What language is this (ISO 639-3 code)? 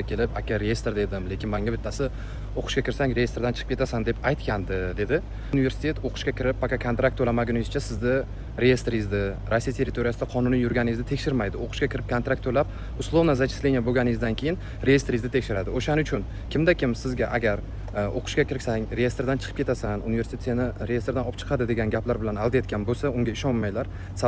uzb